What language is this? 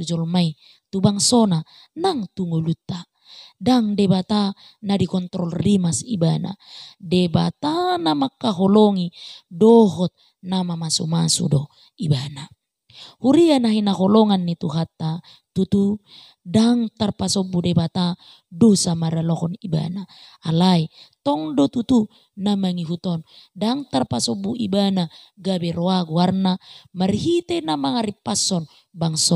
Batak Toba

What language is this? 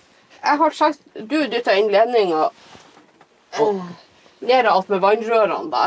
Norwegian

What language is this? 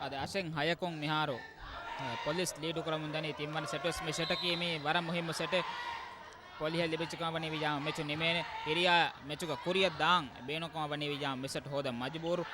Divehi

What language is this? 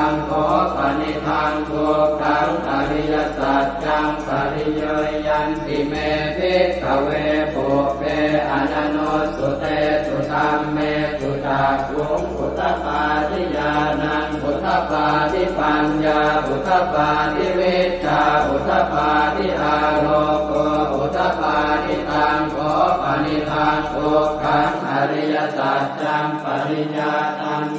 Pali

